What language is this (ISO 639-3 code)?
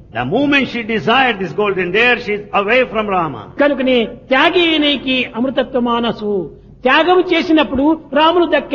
tel